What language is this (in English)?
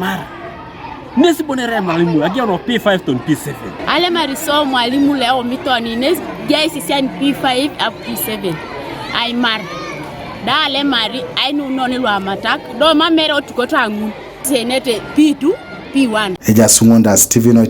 Teso